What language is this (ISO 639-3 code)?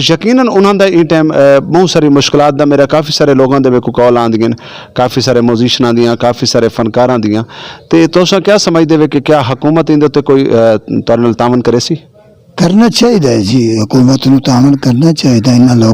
lah